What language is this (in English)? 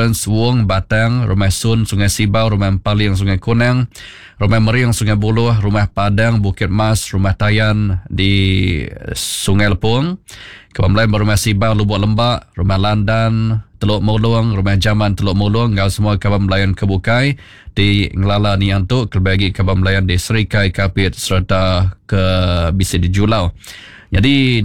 Iban